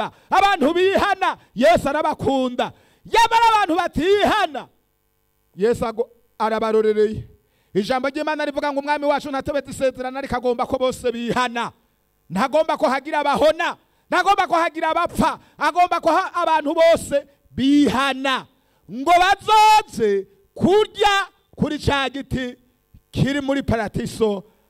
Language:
Rundi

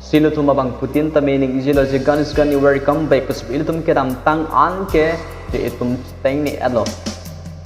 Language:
Karbi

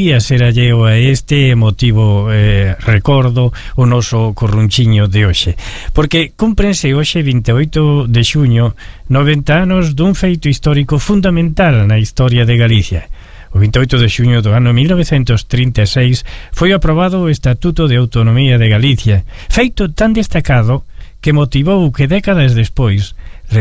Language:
Galician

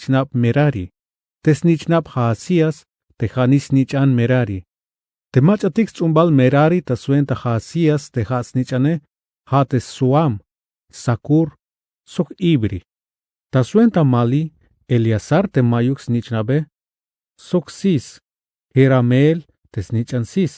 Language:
Tzeltal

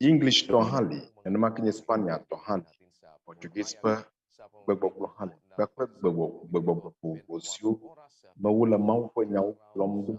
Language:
Ewe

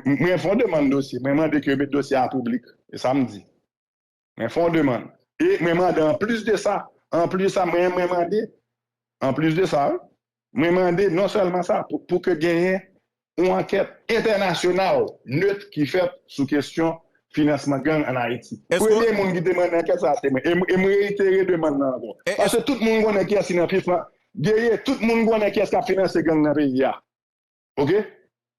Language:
Haitian Creole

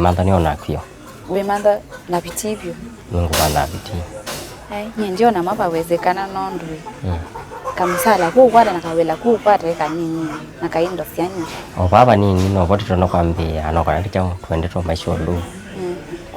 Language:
Kamba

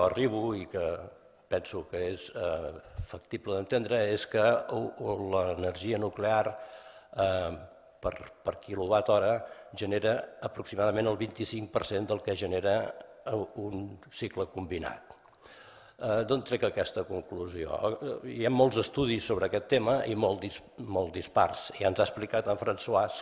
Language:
Catalan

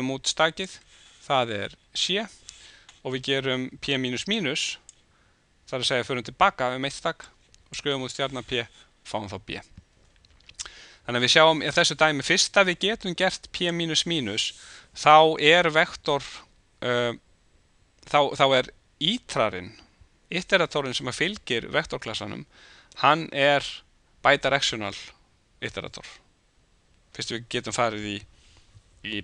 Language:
Icelandic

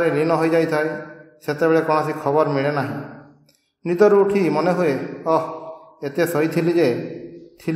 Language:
Odia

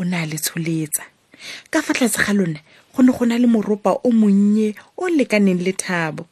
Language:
Tswana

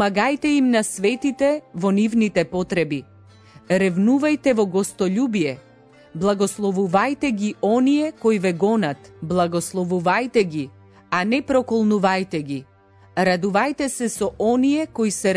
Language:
Macedonian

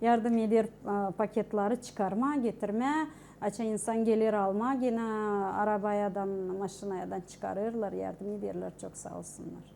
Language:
Gagauz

